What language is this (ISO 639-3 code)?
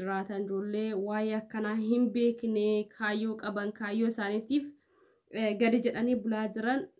orm